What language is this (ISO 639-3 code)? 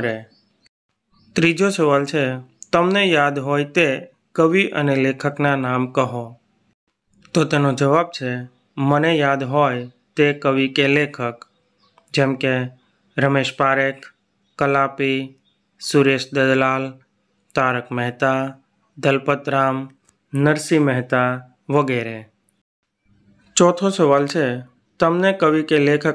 guj